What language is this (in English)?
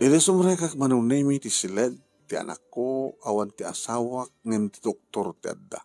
Iloko